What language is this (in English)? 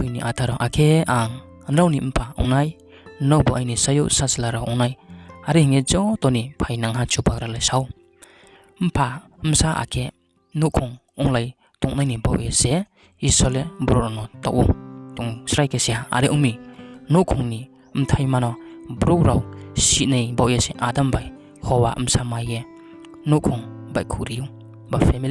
Riang (India)